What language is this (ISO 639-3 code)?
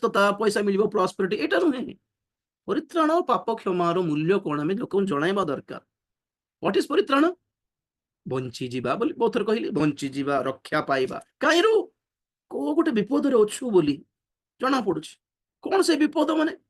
ori